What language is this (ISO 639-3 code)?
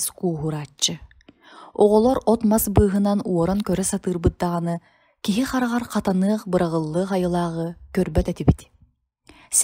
sah